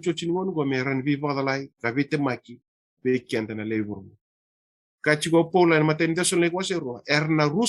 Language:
Fijian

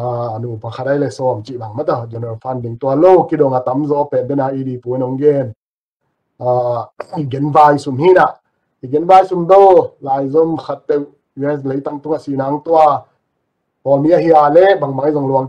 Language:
Tedim Chin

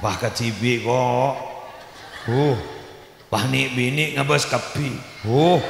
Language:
Madurese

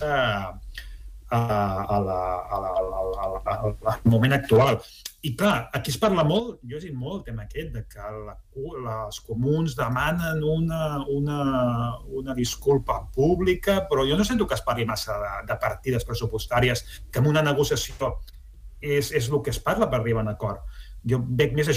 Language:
Catalan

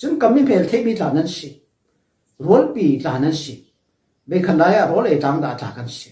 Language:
Hakha Chin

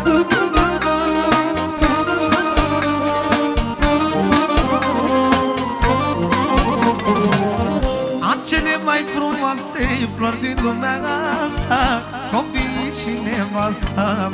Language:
Romanian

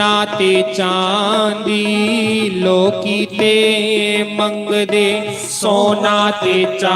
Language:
Dogri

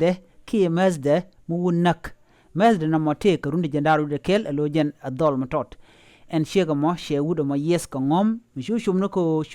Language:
Nuer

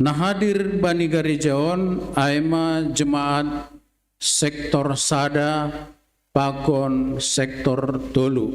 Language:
Batak Simalungun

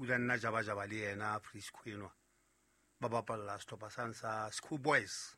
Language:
Southern Sotho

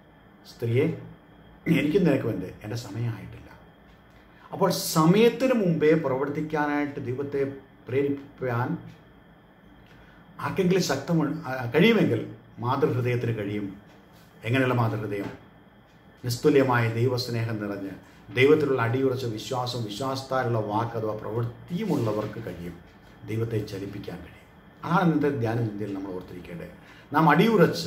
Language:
Malayalam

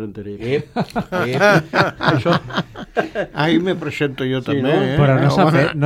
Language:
Catalan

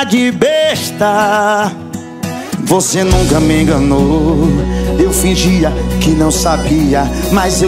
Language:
Portuguese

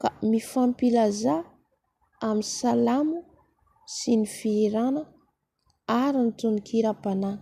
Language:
Malagasy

